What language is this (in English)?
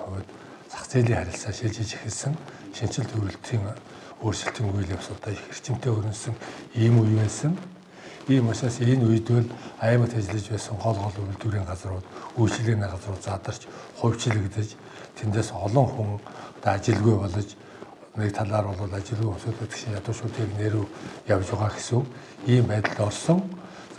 Mongolian